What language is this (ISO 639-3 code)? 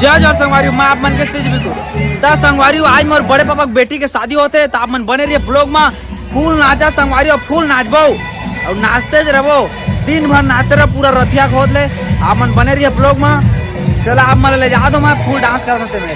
hne